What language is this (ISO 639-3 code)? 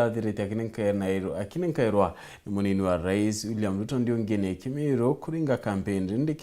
mer